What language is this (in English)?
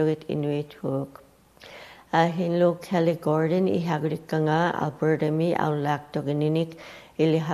Western Canadian Inuktitut